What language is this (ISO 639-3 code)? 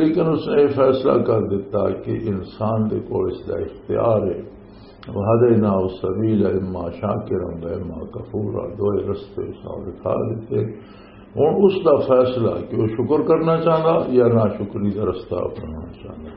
lah